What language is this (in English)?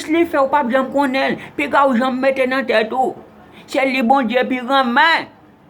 Haitian Creole